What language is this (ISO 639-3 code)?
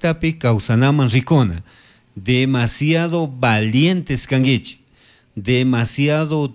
qug